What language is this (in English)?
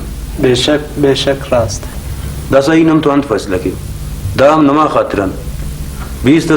Brahui